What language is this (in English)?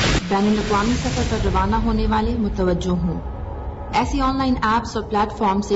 Urdu